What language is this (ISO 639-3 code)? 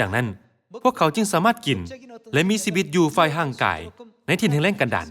lao